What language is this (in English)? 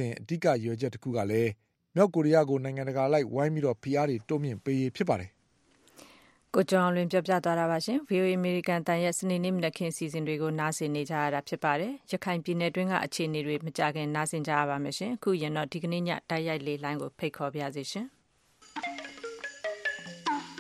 Burmese